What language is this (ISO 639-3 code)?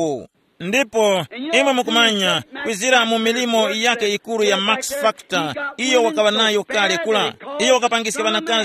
tum